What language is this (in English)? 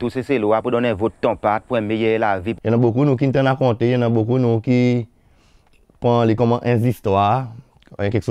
Seselwa Creole French